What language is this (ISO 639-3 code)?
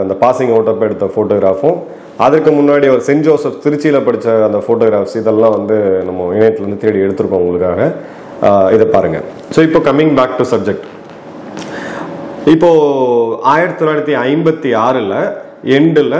tam